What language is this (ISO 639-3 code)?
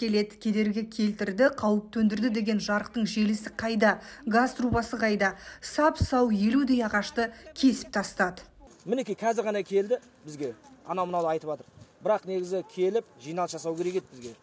kaz